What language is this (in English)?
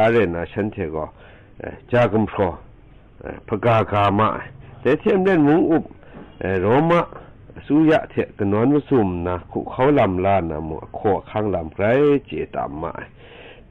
Kachin